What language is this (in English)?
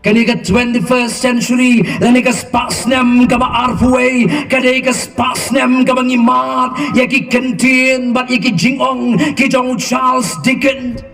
Khasi